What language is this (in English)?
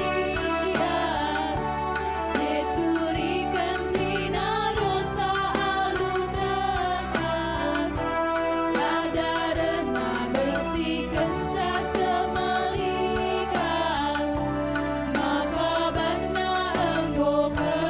Batak Karo